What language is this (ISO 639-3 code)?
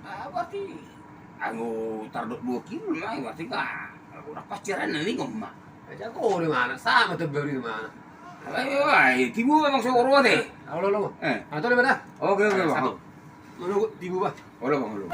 bbc